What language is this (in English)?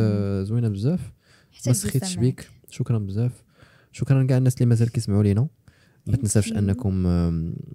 Moroccan Arabic